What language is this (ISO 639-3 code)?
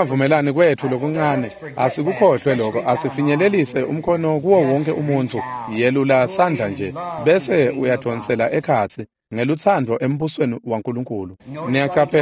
ssw